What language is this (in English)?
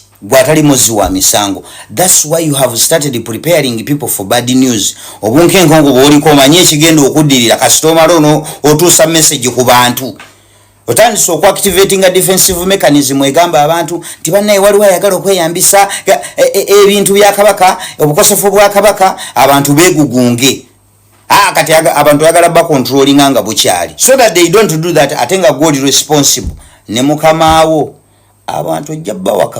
Ganda